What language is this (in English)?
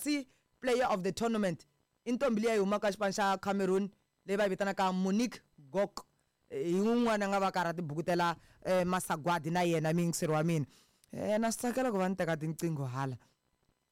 Tsonga